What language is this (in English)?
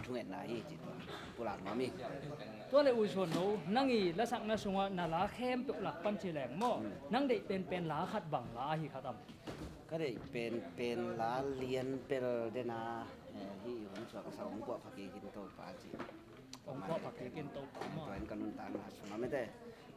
Tedim Chin